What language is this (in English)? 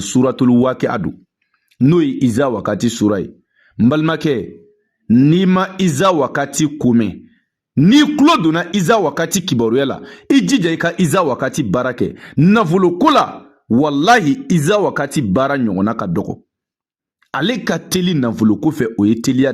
Bambara